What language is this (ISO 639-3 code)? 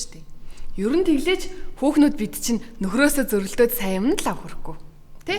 mon